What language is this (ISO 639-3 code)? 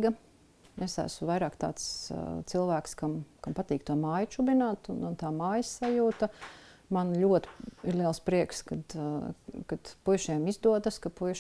lav